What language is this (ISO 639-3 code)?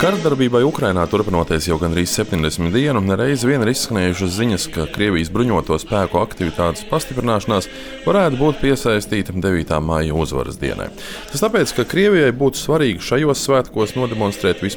lav